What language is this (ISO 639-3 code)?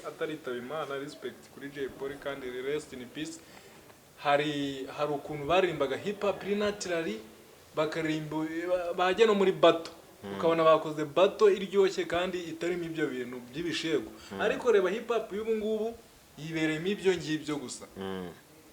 kin